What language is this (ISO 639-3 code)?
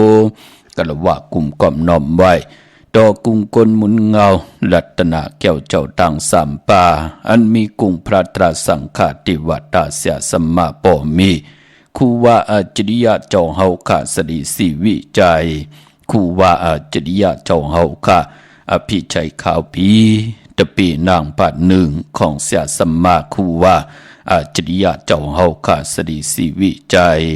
shn